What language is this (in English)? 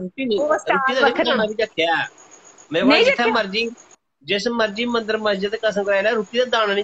Dogri